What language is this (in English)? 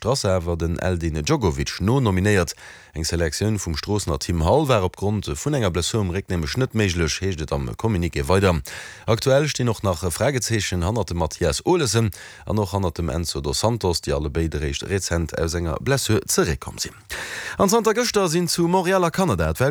Luxembourgish